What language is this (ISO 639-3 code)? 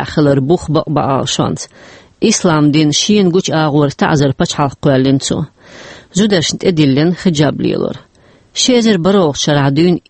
che